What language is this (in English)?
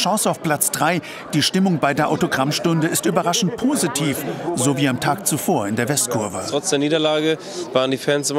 German